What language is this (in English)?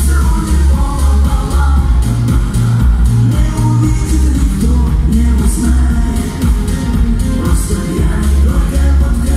Russian